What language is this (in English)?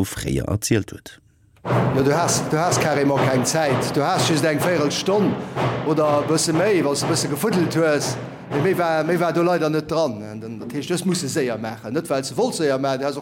Luxembourgish